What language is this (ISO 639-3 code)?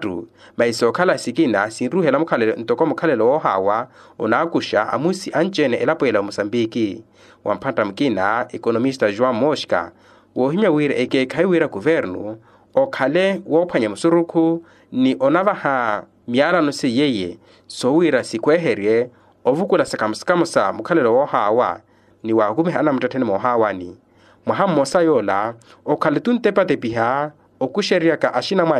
vmw